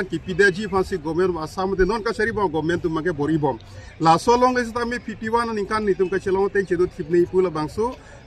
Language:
Karbi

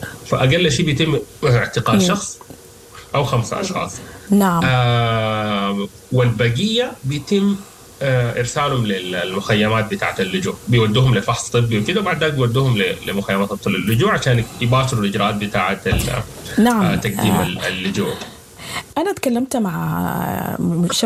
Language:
Sudanese Arabic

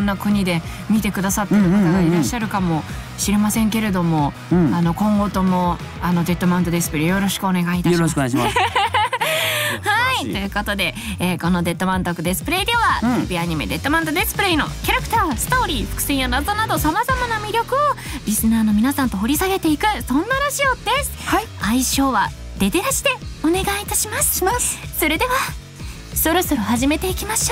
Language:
Japanese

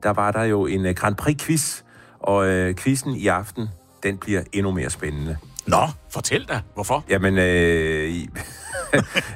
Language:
Danish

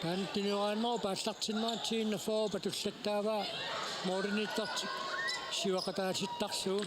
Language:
Kalaallisut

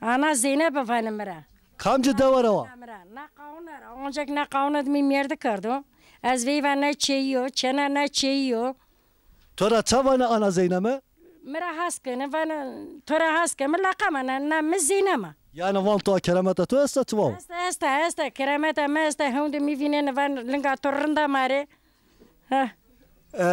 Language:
Zaza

